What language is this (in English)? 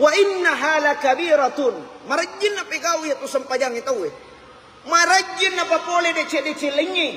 Buginese